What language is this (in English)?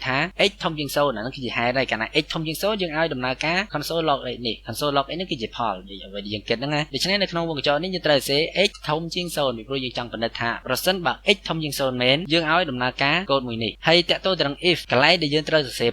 Khmer